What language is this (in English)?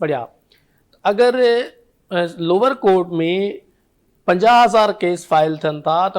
Sindhi